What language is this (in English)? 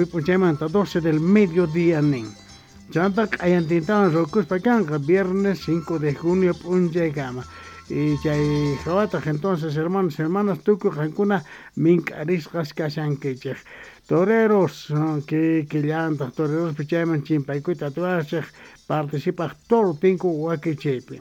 South Bolivian Quechua